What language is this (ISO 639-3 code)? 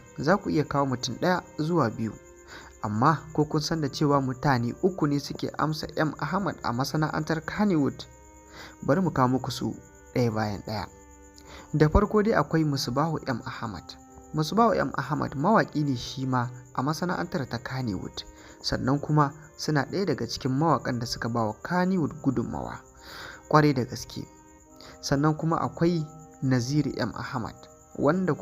hau